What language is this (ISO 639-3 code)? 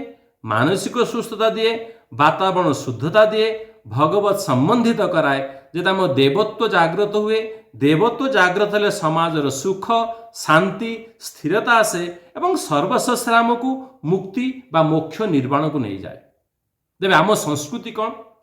ori